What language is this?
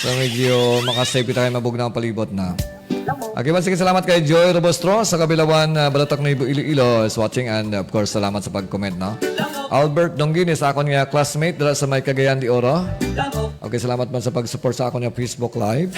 Hiligaynon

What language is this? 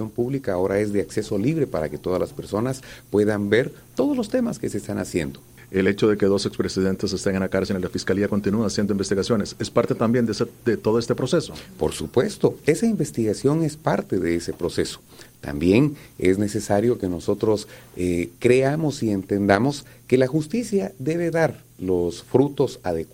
Spanish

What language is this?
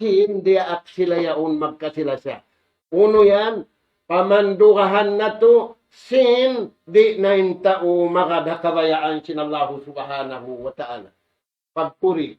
Tausug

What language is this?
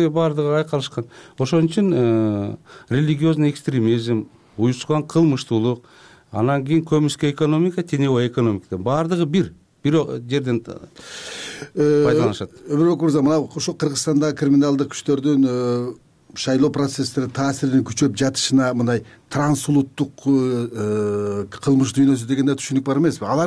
Kyrgyz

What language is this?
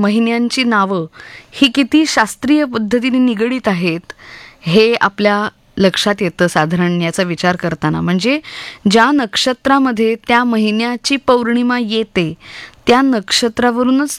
Marathi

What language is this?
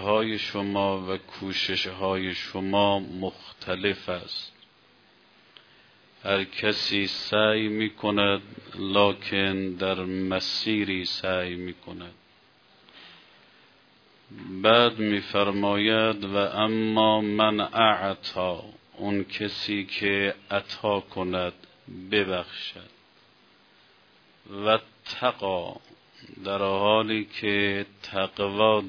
Persian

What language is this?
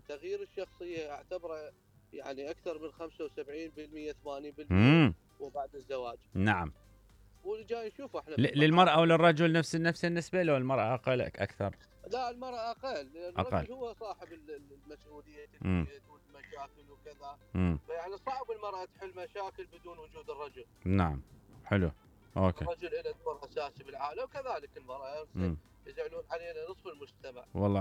Mesopotamian Arabic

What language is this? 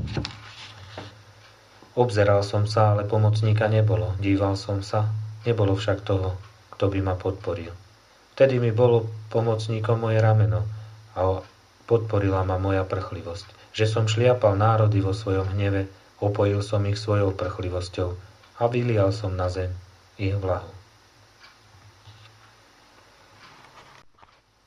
Slovak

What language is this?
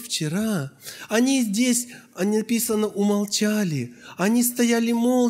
Russian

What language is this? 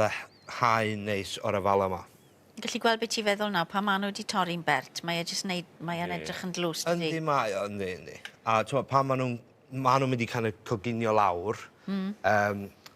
Welsh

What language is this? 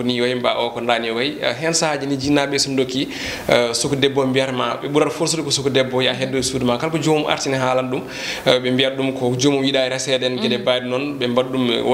Fula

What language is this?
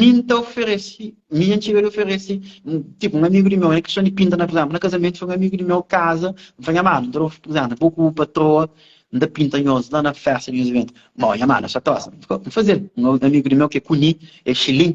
Kabuverdianu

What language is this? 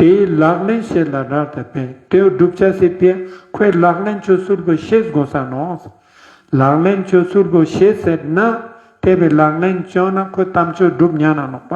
Ladakhi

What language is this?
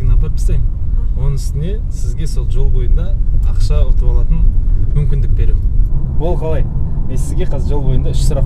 Kazakh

